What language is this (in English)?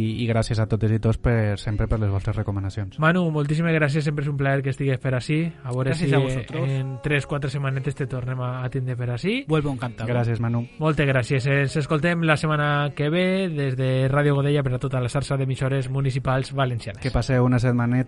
Catalan